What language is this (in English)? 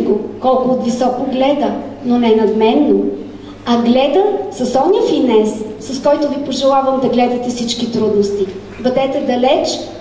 Bulgarian